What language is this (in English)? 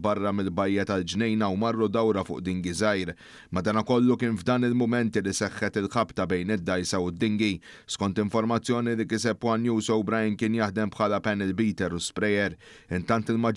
Maltese